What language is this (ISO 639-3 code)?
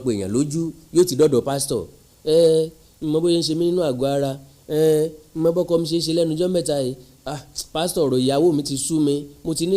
yor